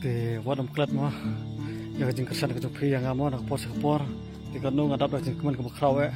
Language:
Khasi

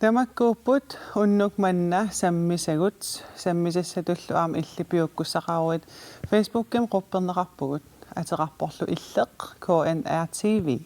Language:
Kalaallisut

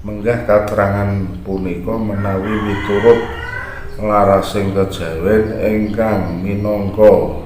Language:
Javanese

